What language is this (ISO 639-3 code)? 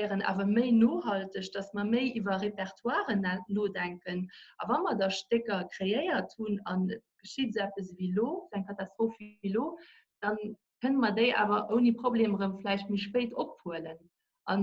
ltz